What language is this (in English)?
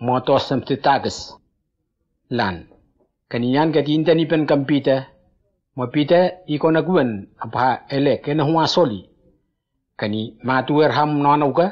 Whitesands